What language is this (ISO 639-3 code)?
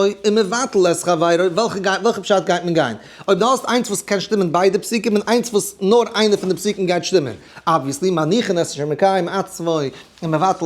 yid